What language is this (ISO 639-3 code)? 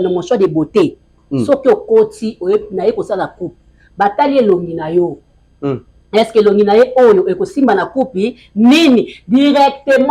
lin